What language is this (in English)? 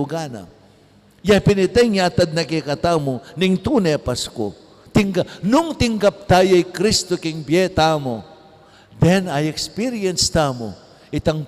Pampanga